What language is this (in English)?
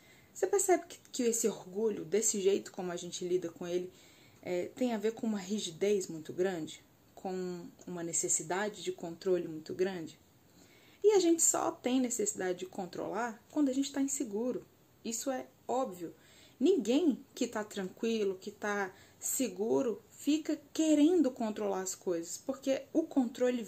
Portuguese